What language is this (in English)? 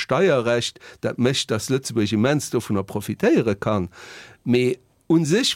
Luxembourgish